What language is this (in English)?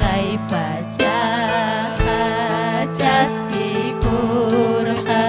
Ayacucho Quechua